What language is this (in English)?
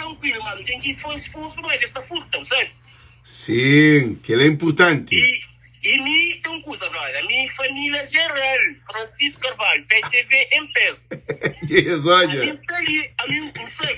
Kabuverdianu